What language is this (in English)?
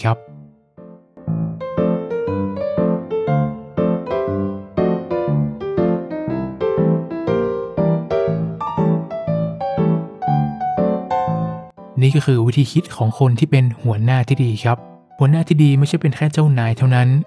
Thai